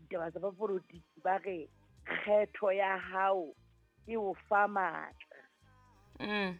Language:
Southern Sotho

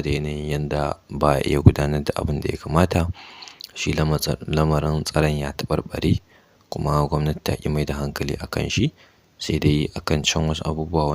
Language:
Hausa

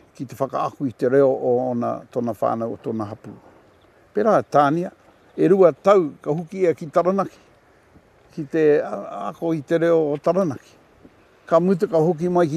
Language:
Māori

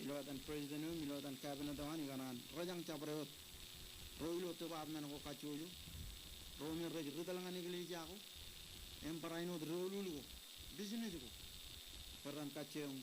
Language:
Marshallese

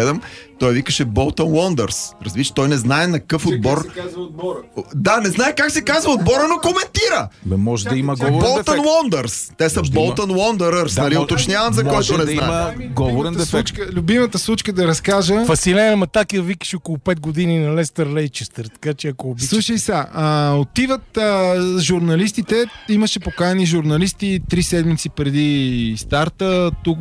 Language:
Bulgarian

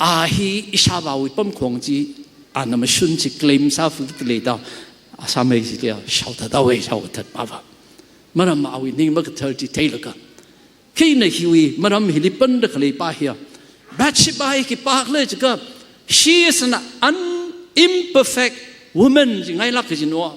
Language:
Tangkhul Naga (India)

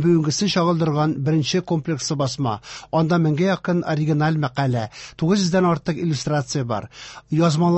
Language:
Tatar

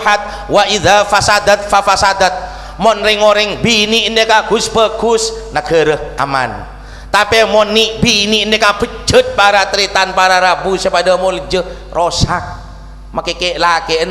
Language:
Madurese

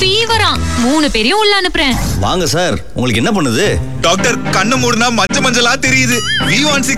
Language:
Tamil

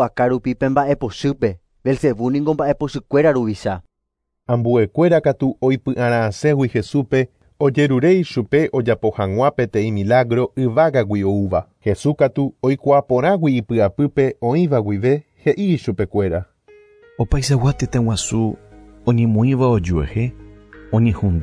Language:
Guarani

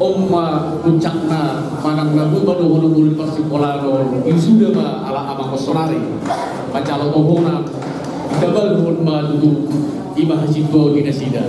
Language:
Batak Toba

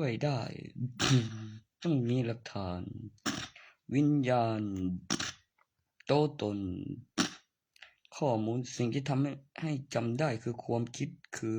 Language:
Lao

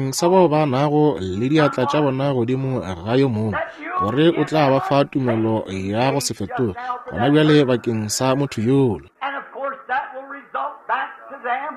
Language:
Northern Sotho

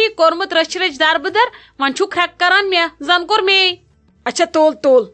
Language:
Kashmiri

